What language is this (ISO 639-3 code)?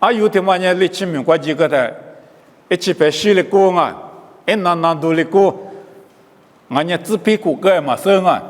lis